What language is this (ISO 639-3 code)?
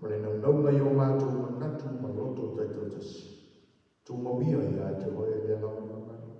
smo